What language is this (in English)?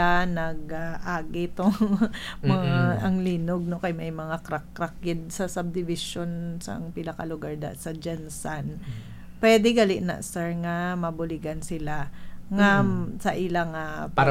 Hiligaynon